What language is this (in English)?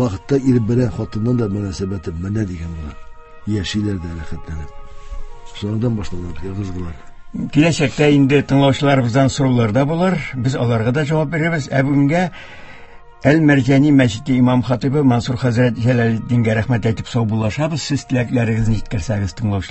Tatar